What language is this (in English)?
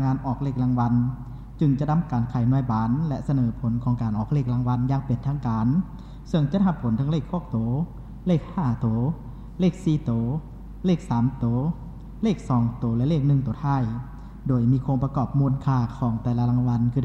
Lao